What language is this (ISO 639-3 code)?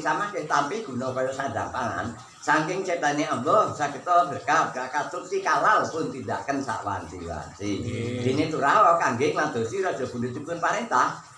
jav